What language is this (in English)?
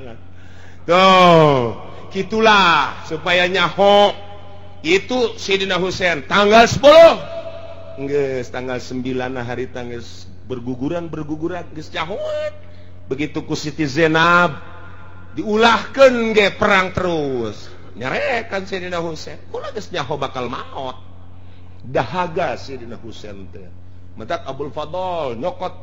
Sundanese